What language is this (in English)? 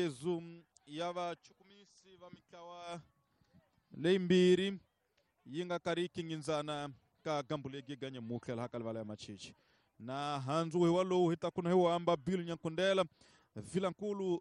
Tsonga